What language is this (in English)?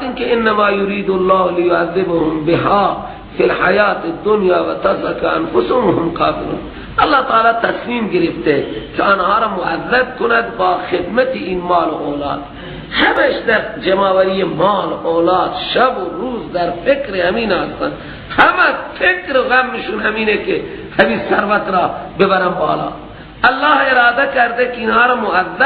Persian